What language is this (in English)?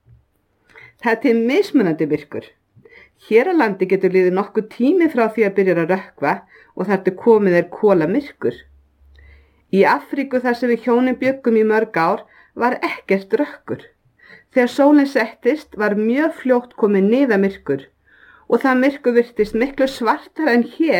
Icelandic